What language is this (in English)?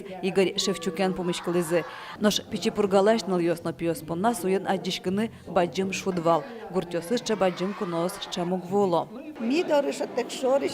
Udmurt